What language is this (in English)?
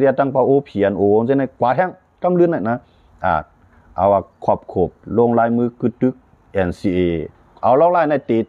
Shan